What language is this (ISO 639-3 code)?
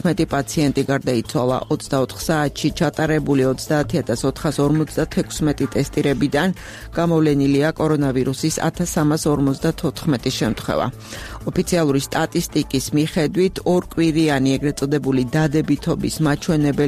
kat